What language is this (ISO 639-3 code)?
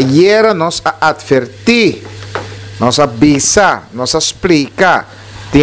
pap